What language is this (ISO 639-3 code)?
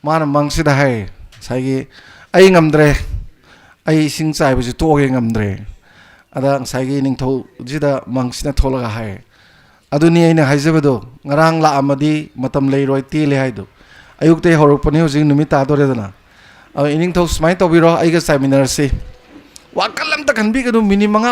mni